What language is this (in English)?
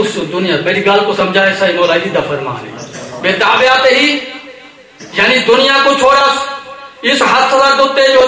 Saraiki